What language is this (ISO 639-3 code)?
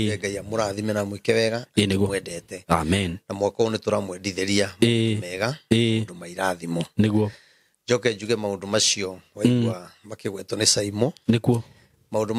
kik